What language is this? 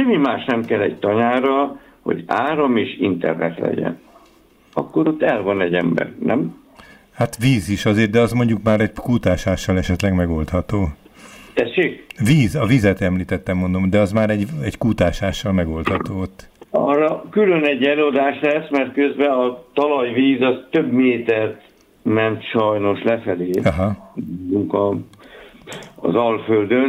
Hungarian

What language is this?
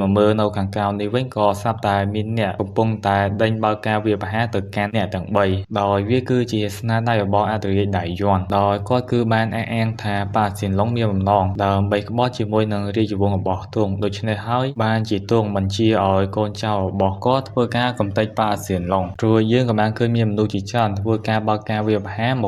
Khmer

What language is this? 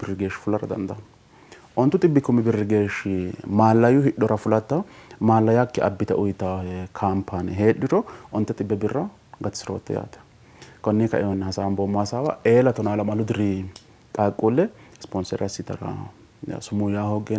Sidamo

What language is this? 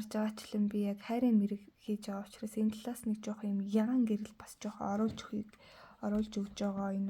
Mongolian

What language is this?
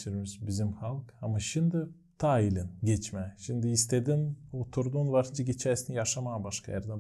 Gagauz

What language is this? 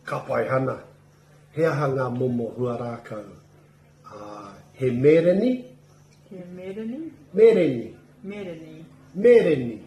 Māori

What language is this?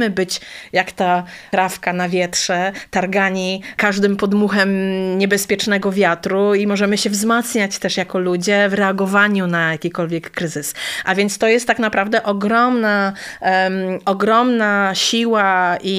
Polish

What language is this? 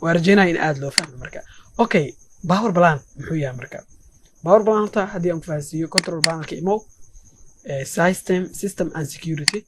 Somali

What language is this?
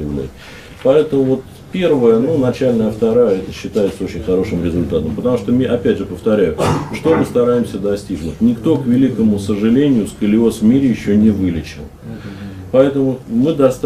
Russian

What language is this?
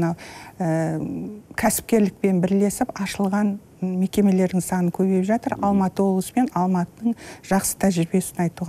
Kazakh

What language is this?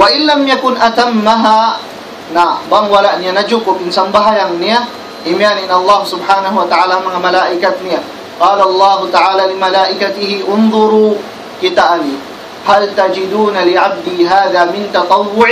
Tausug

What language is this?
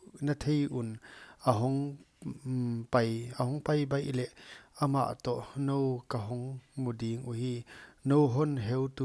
Paite Chin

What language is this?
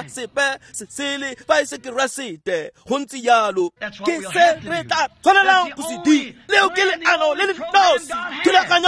Tswana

